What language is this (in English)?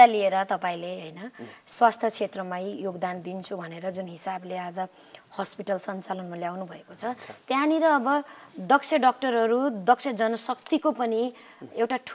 Nepali